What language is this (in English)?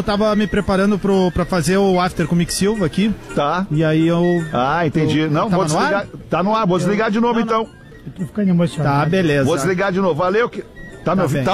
Portuguese